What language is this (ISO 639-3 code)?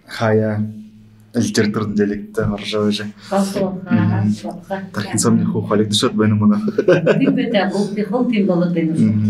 bua